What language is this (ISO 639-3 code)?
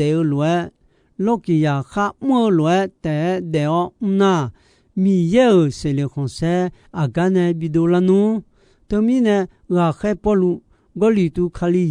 ahk